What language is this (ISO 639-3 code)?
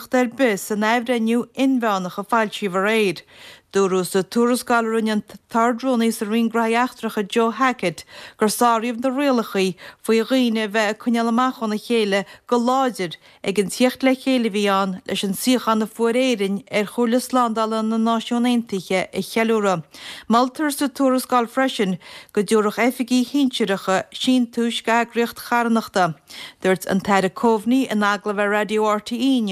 gle